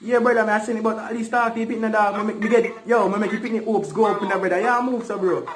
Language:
Jamaican Creole English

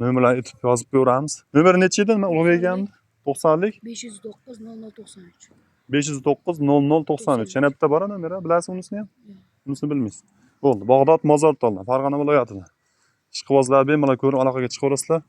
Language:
Uzbek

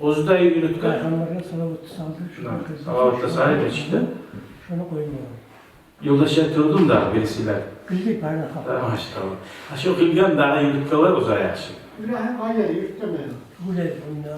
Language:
Kumyk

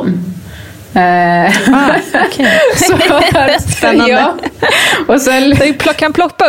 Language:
Swedish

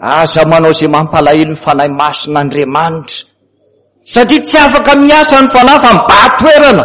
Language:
Malagasy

